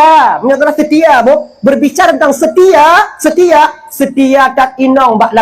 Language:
Achinese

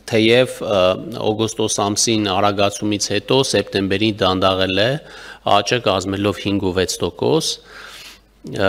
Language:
Armenian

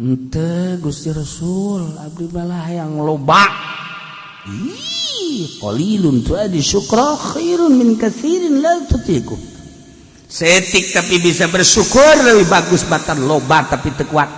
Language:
Sundanese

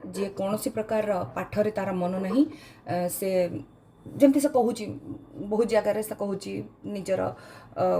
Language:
Odia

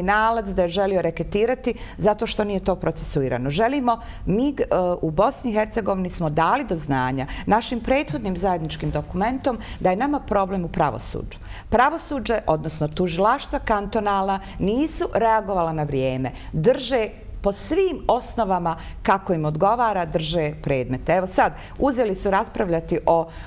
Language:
Bosnian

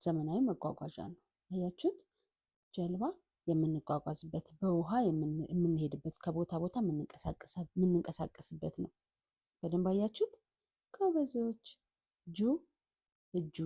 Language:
Amharic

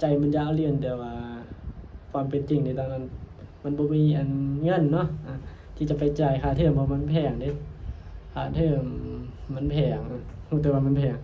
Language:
Northeastern Thai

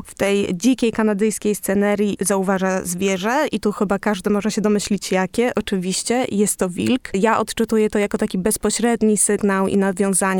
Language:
Polish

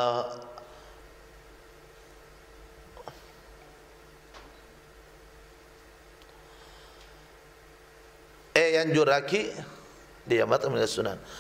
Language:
Madurese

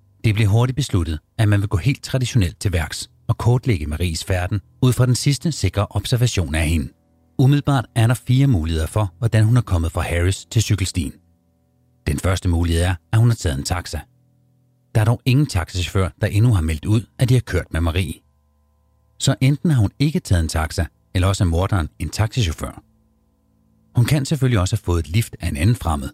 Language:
Danish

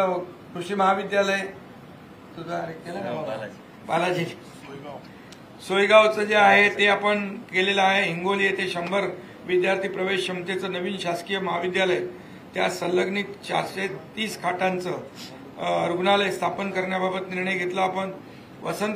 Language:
Marathi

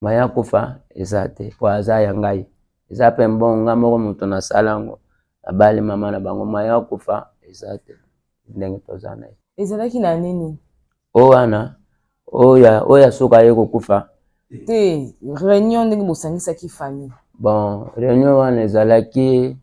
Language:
Lingala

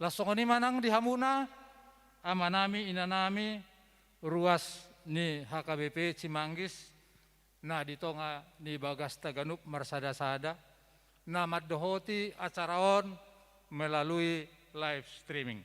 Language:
Batak Toba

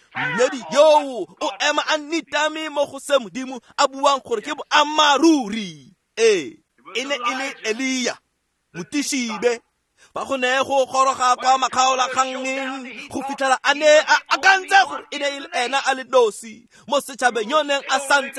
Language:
Tswana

